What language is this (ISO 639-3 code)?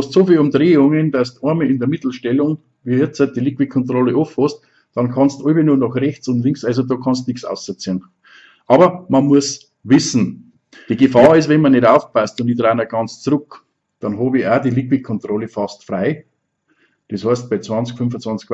bar